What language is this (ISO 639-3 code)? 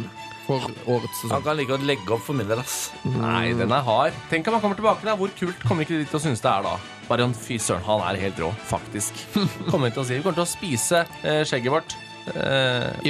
nor